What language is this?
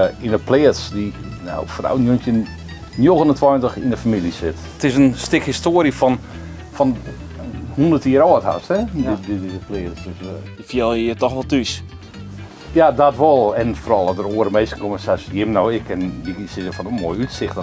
Western Frisian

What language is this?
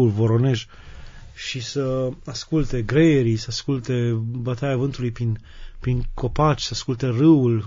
Romanian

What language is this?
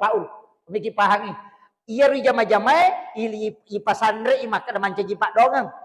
Buginese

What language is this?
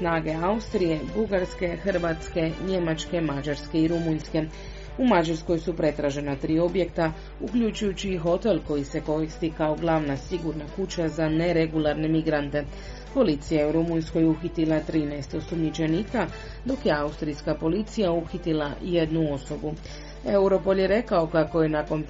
Croatian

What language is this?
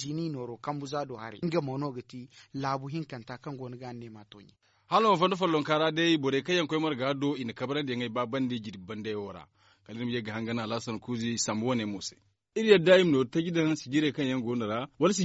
Zarma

